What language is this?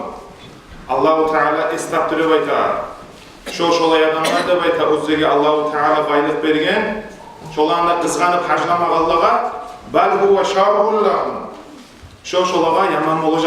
Kumyk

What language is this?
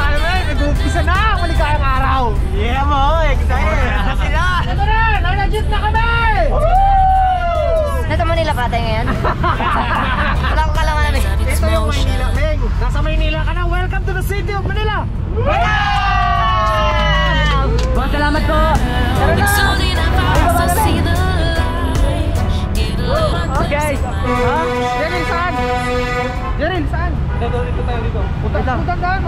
Filipino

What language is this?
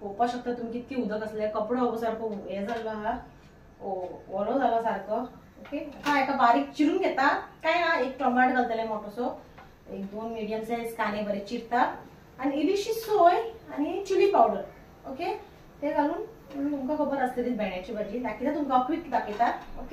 Konkani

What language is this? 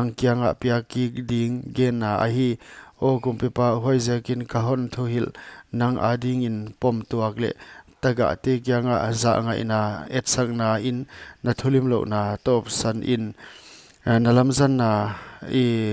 Paite Chin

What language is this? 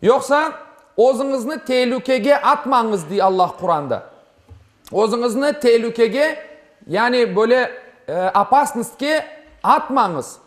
Crimean Tatar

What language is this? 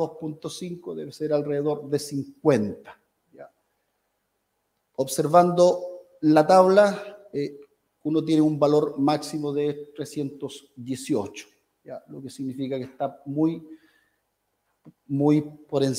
Spanish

